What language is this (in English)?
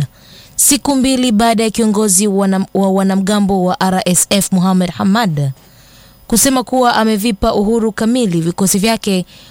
Swahili